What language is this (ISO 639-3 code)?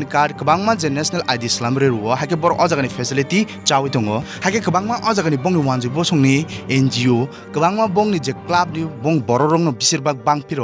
trp